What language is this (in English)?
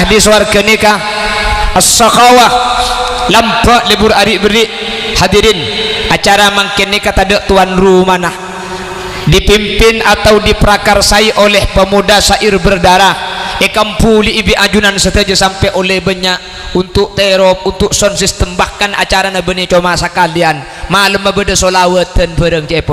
Madurese